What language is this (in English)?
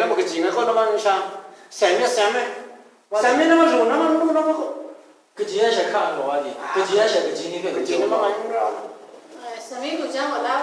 Kachin